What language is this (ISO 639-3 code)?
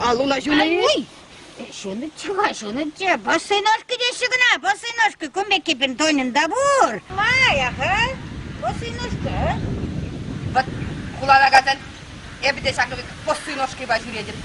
chv